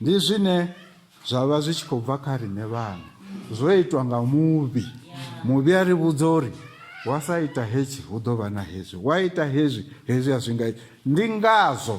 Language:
Venda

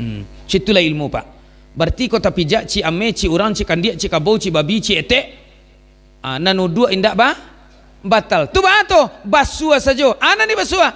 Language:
Minangkabau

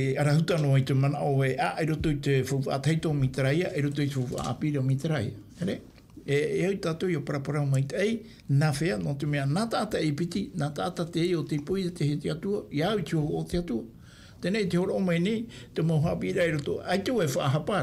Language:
Tahitian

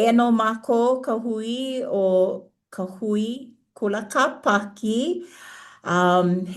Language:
Hawaiian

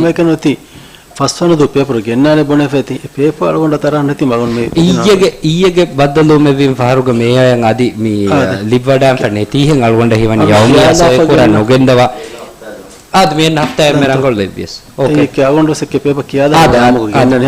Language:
Divehi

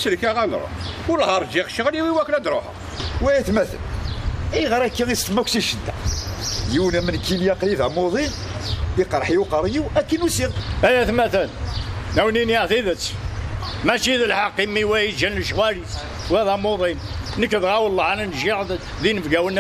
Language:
Kabyle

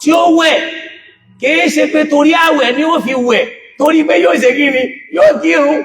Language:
Yoruba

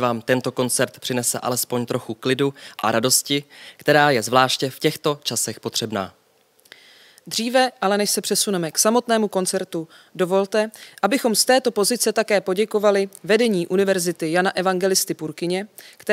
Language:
Czech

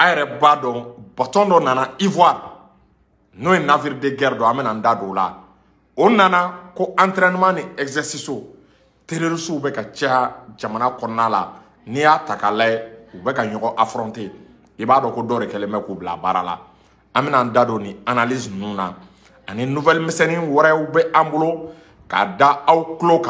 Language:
Bambara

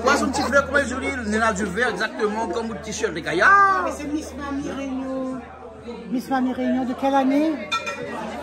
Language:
Réunion Creole French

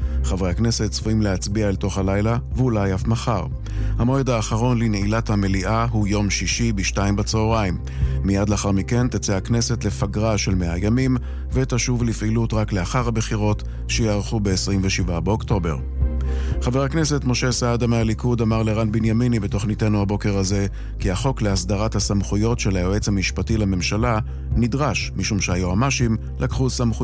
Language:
Hebrew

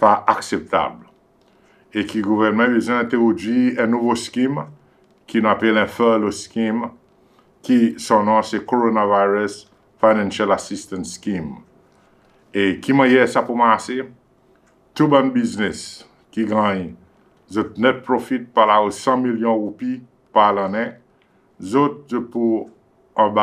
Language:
Seselwa Creole French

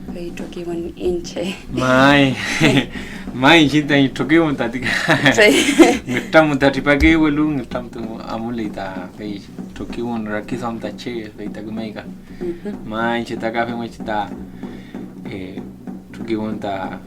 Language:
Mapuche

